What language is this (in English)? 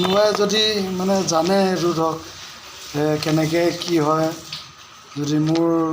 Assamese